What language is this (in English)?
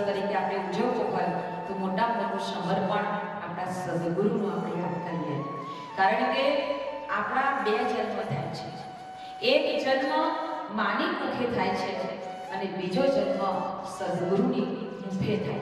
Gujarati